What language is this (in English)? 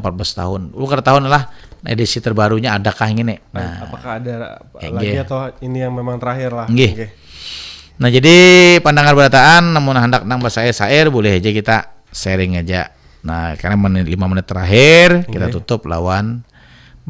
Banjar